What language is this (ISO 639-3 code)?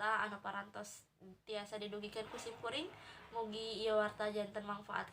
sun